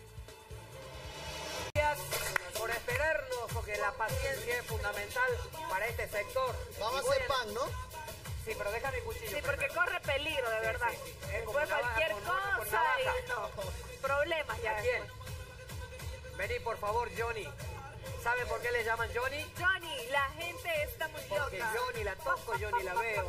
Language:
Spanish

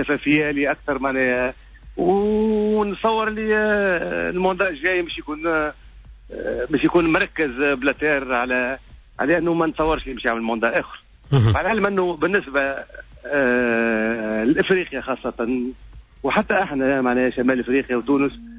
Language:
Tunisian Arabic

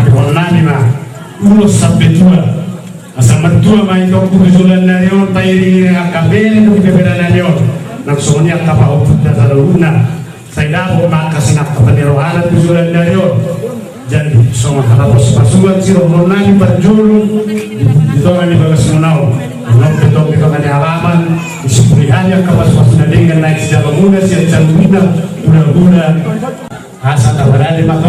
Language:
Batak Toba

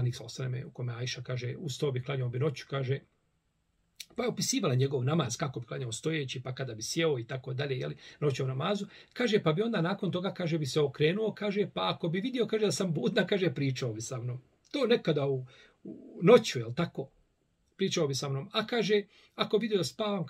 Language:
Bosnian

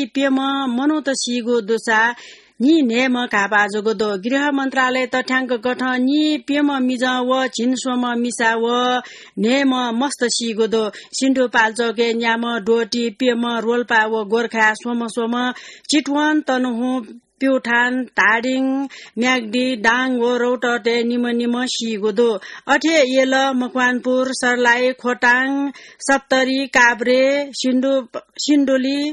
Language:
Newari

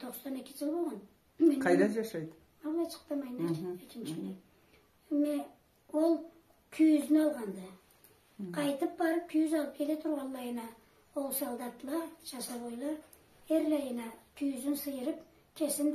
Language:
Karachay-Balkar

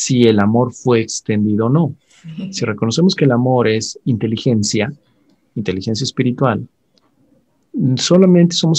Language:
Spanish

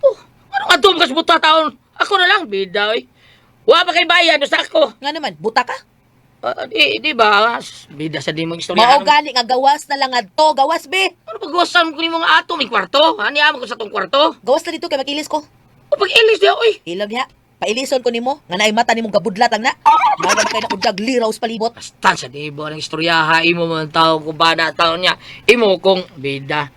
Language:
Cebuano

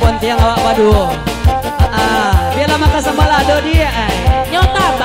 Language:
Minangkabau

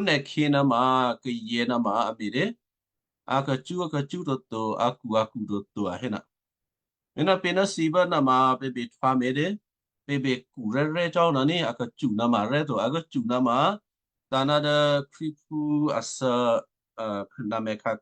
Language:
Western Kayah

